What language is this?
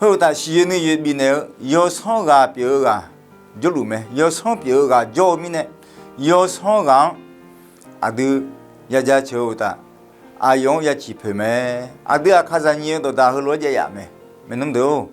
Akha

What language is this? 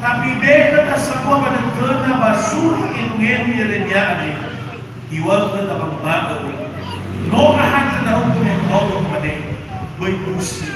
Nias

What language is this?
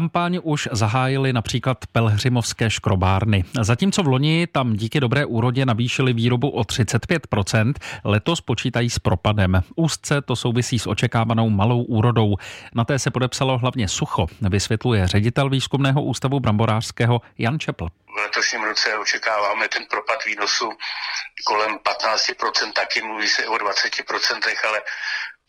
Czech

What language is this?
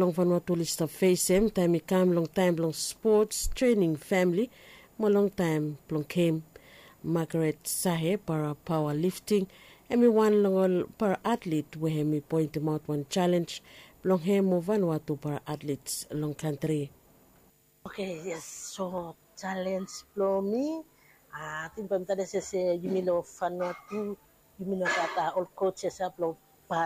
Bislama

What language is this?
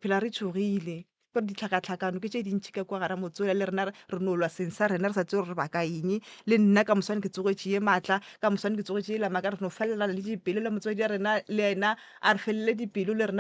Northern Sotho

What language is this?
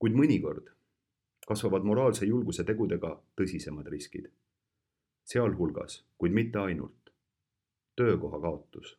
Estonian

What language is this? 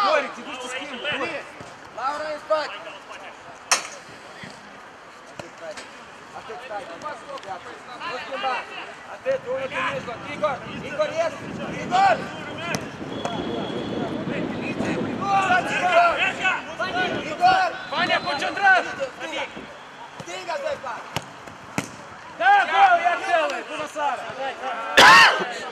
Romanian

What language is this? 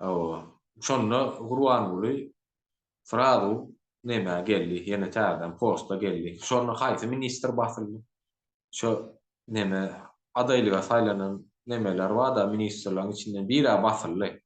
Turkmen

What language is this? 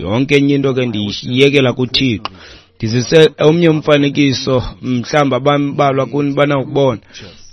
Xhosa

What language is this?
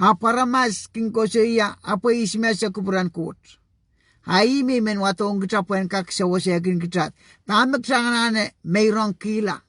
Pohnpeian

